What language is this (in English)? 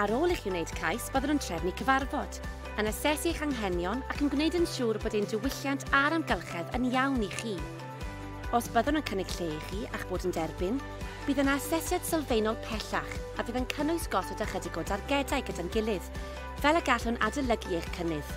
Welsh